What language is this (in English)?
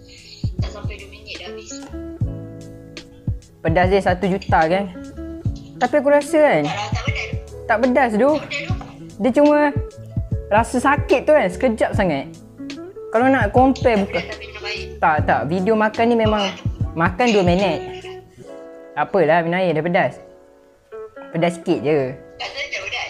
Malay